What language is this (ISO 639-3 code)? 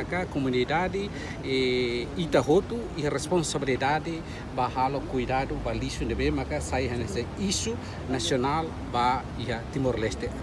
tet